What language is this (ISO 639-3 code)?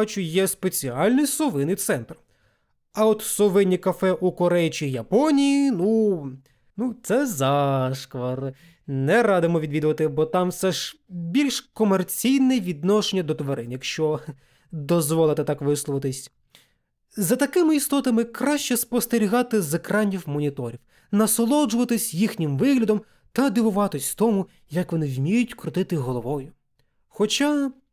ukr